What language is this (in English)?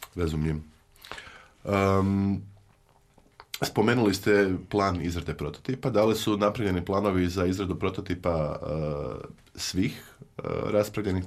Croatian